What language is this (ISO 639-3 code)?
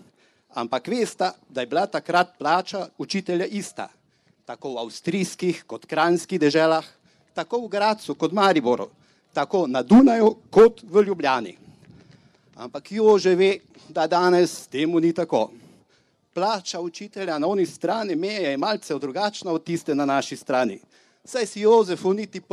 slv